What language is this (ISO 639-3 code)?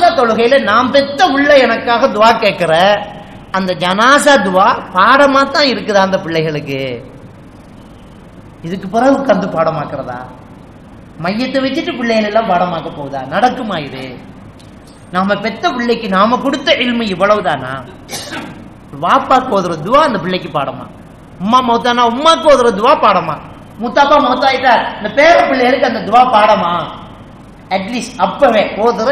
tam